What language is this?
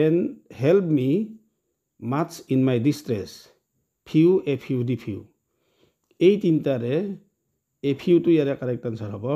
Assamese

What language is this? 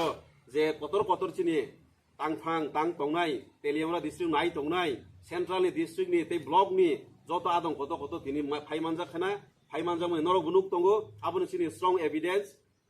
Riang (India)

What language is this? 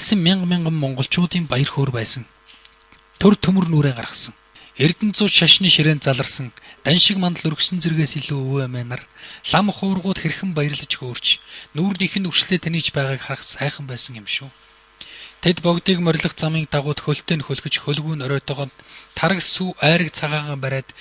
Mongolian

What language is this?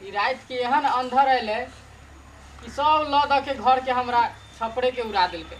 Maithili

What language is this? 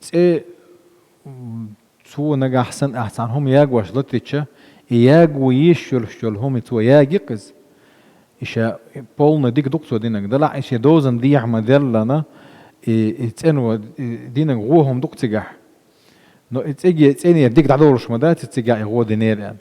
Chechen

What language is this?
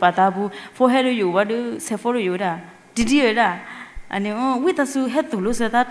S'gaw Karen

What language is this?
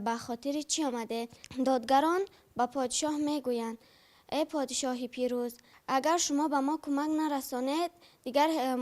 Tajik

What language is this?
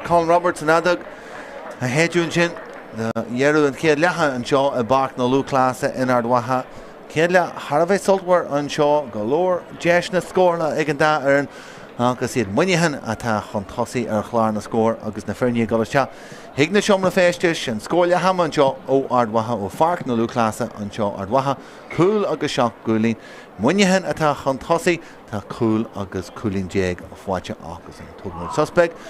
Irish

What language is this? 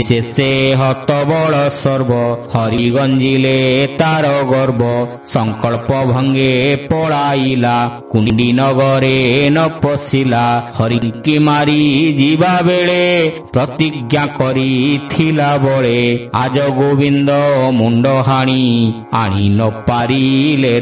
Odia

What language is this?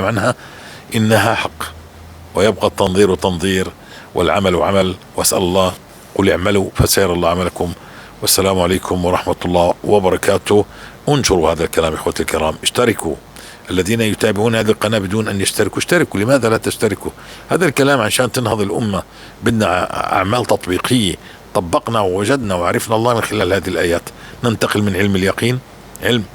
North Levantine Arabic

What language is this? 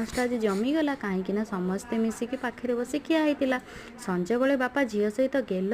Odia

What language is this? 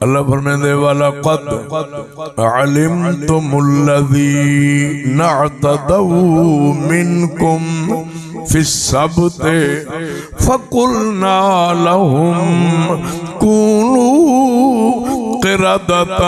Saraiki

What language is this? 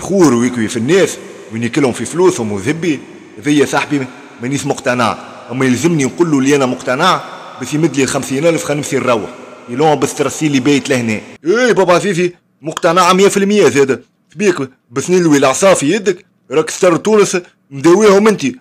Tunisian Arabic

